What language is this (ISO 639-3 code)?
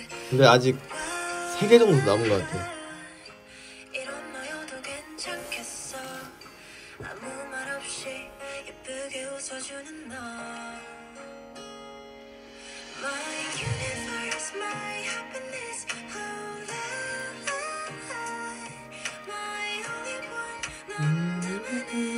kor